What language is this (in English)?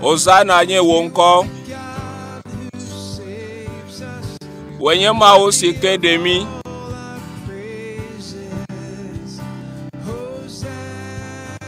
Ewe